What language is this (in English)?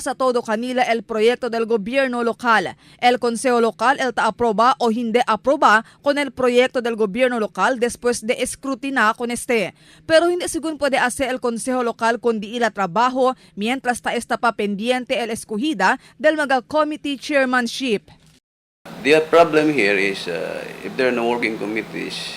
Chavacano